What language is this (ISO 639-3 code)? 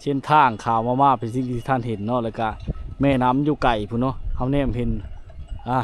lao